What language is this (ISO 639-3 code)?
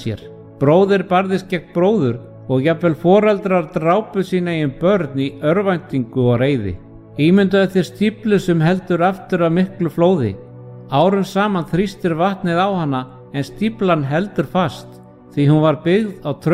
isl